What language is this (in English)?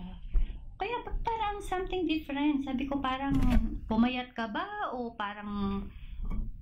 Filipino